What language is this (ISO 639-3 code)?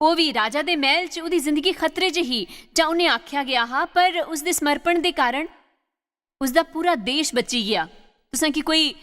doi